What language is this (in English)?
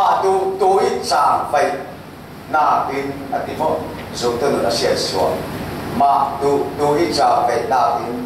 Falam Chin